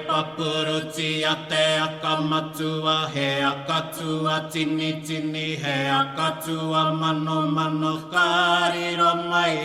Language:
Māori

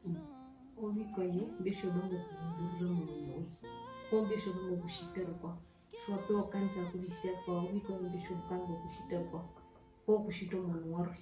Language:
Herero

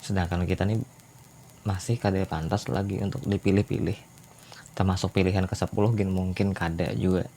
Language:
Banjar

